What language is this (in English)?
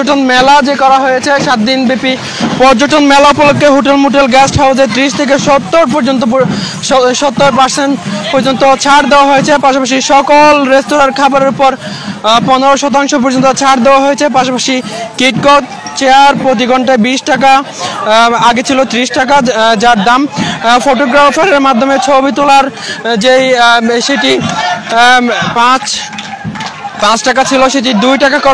Bangla